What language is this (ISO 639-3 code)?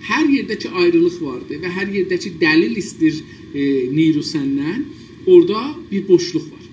azb